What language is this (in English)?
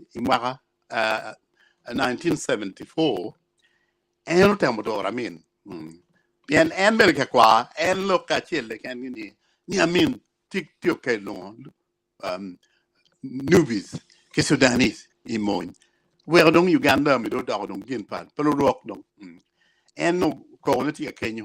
Acoli